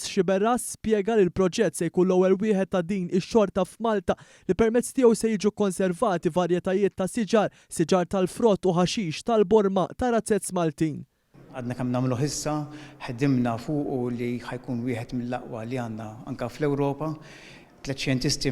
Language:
Maltese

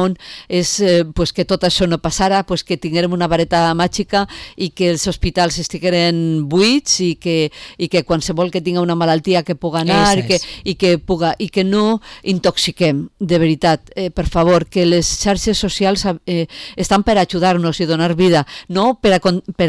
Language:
Catalan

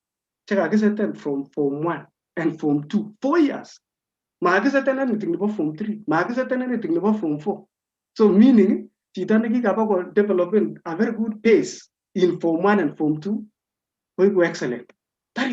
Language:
Kalenjin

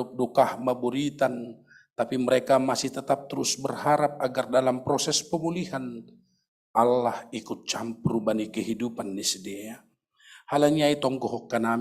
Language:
Batak Simalungun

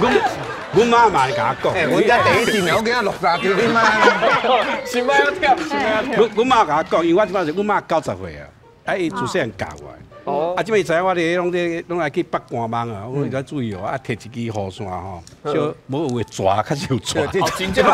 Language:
Min Nan Chinese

